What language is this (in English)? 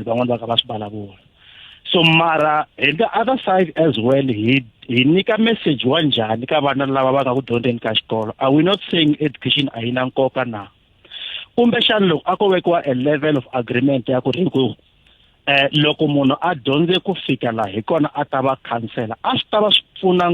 Tsonga